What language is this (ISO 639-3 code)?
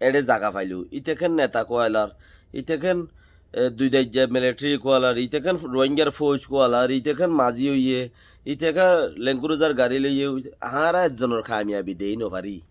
rhg